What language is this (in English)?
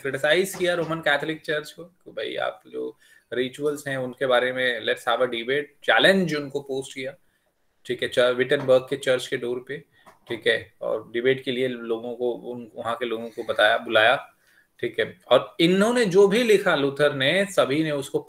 Hindi